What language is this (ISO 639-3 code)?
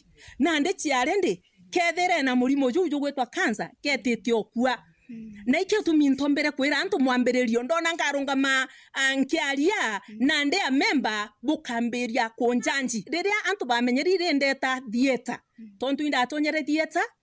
mer